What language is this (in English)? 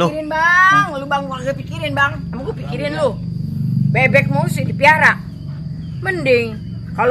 Betawi